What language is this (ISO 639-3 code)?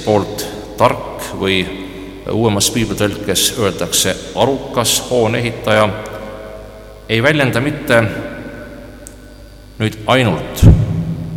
est